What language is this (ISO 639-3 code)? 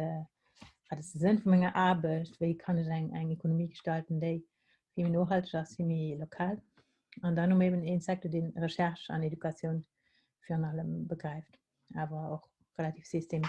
ltz